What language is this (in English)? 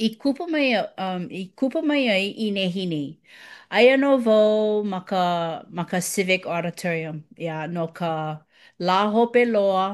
Hawaiian